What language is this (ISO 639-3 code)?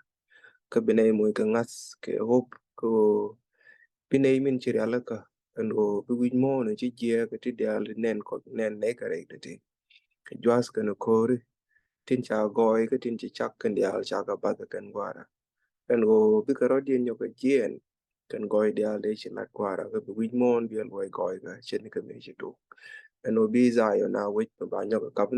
nus